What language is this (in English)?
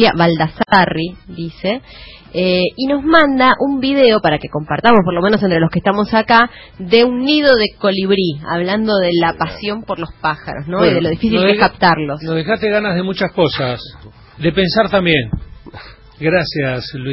Spanish